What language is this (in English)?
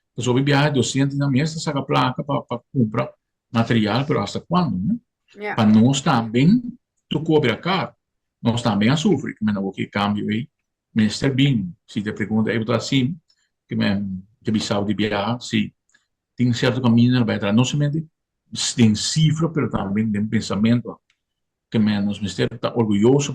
Papiamento